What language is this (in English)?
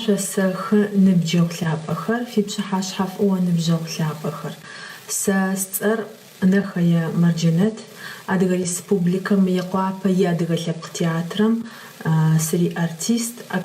Adyghe